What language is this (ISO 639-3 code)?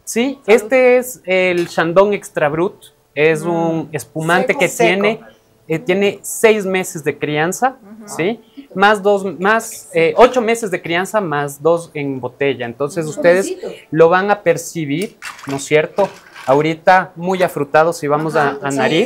spa